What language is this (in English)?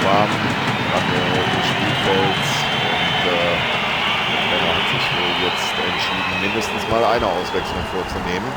Bavarian